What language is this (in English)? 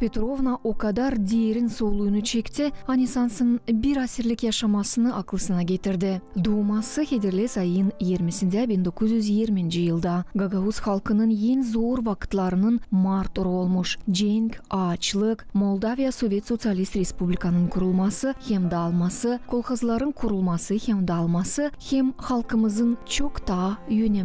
Gagauz